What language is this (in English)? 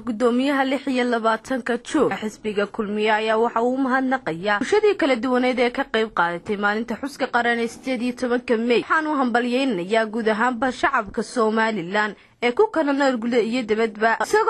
Somali